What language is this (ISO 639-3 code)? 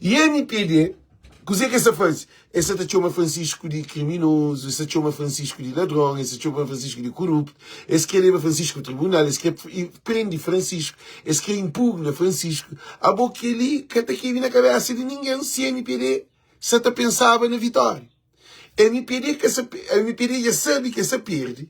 kea